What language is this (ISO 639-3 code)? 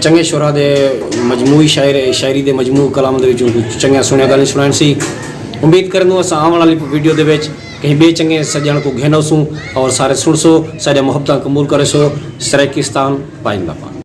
skr